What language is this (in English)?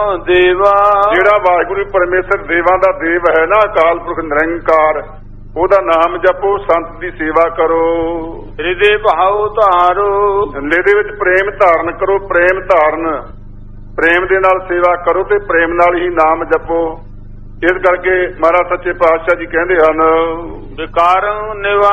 Punjabi